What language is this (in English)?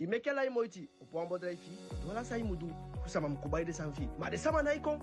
Eastern Maroon Creole